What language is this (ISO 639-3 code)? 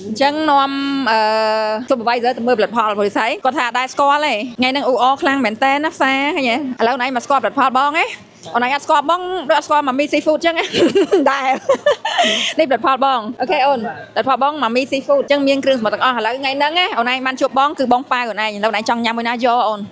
khm